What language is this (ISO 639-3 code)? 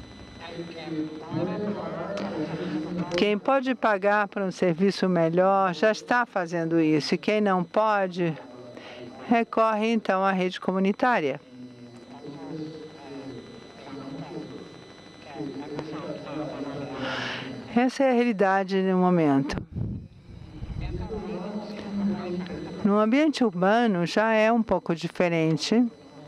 por